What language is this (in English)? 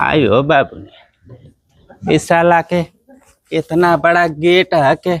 Bhojpuri